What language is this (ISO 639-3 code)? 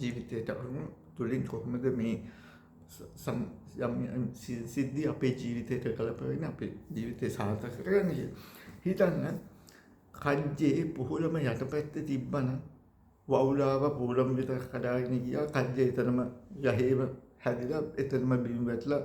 sin